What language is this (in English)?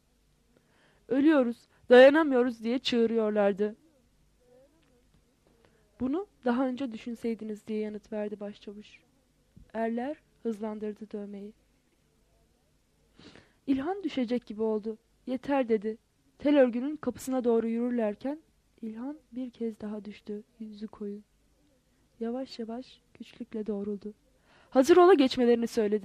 Turkish